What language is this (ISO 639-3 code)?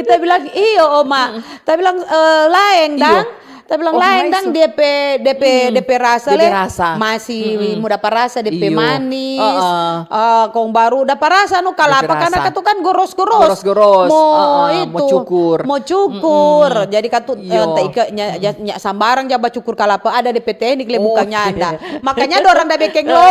xmm